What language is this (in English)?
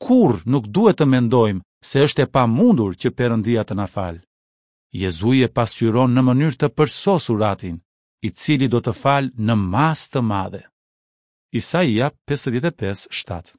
Albanian